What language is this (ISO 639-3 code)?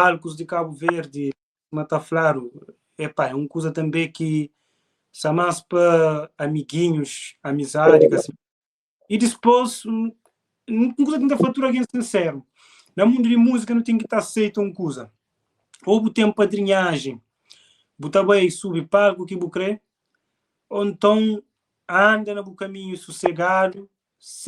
kea